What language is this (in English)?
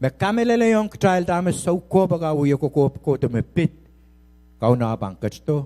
Pohnpeian